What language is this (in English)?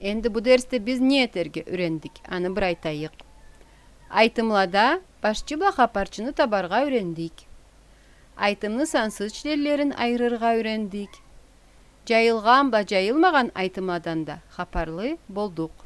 Karachay-Balkar